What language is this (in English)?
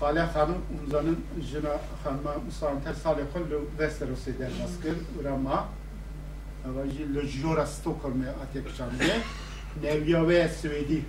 Kurdish